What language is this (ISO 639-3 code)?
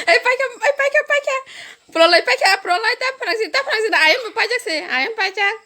trp